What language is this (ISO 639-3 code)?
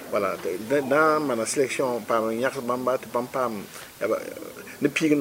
mos